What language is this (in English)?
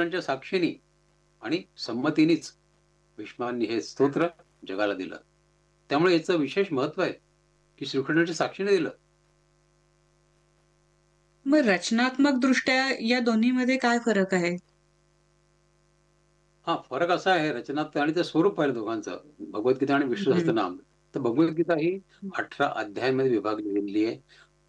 Marathi